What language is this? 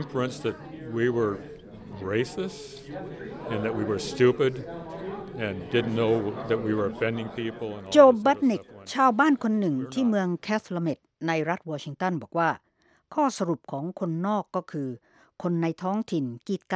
Thai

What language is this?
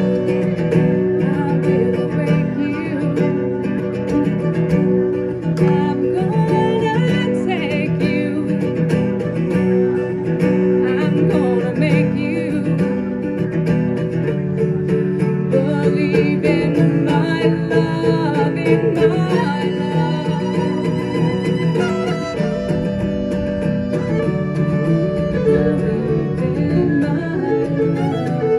English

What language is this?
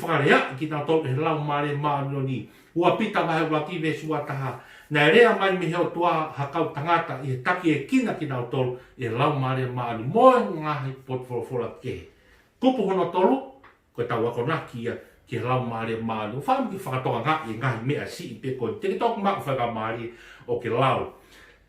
Tongan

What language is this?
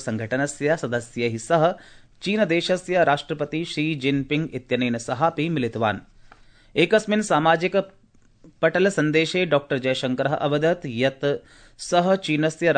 Sanskrit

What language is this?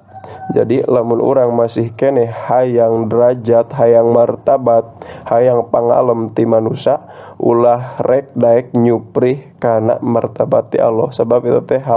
Sundanese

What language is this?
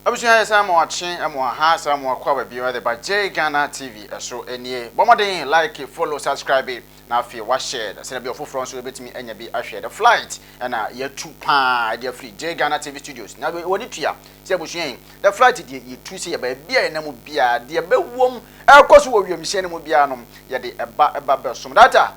Akan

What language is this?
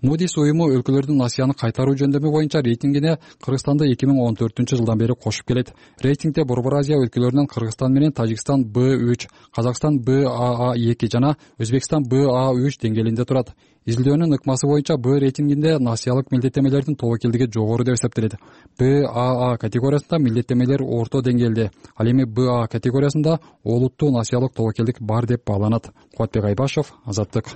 Kyrgyz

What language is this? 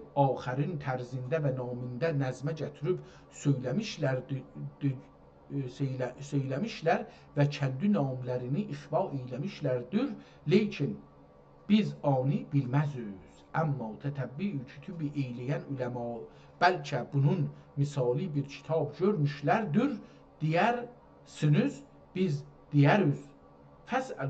South Azerbaijani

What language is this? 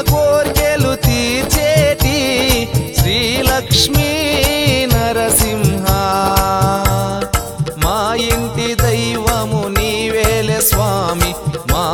Telugu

